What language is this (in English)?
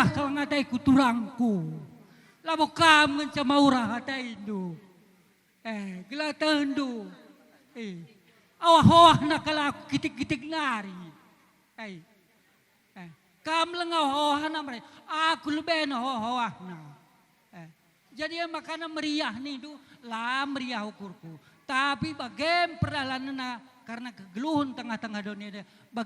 Batak Karo